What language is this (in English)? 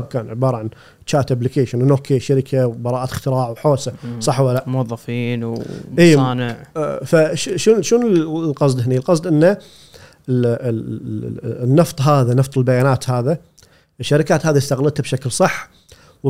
Gulf Arabic